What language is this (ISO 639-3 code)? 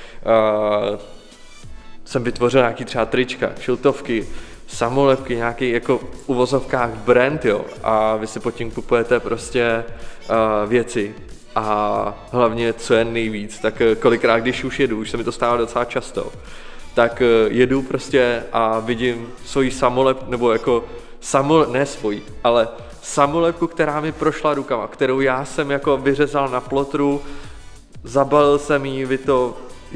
ces